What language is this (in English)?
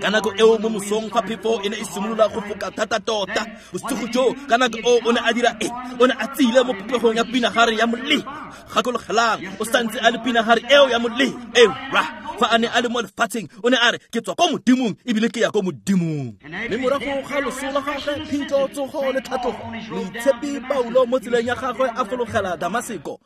Tswana